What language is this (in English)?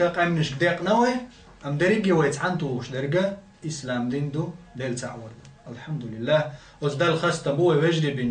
Chechen